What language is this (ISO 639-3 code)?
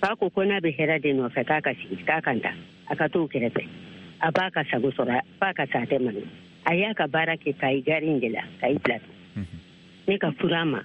bam